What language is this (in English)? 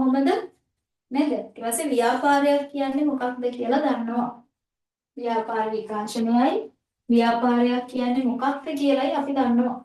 Sinhala